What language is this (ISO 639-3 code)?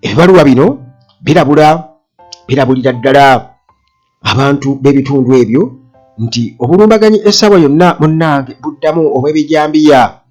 lug